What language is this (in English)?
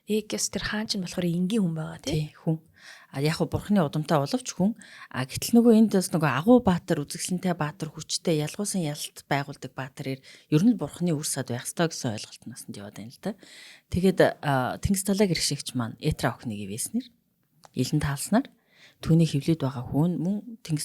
Mongolian